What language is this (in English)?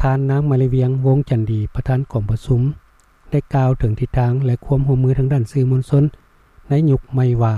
Lao